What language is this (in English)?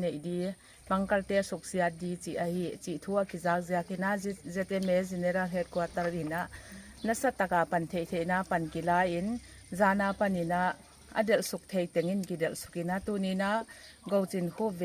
Paite Chin